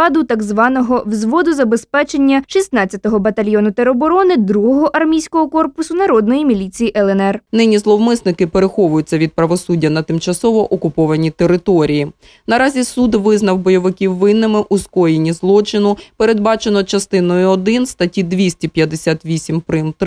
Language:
Ukrainian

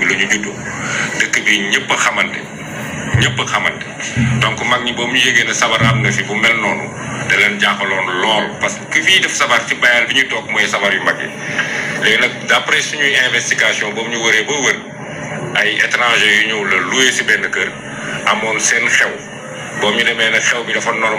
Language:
Wolof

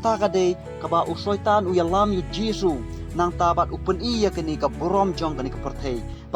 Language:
Khasi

